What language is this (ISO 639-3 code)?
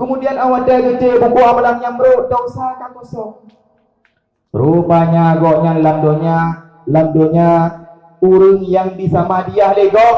ace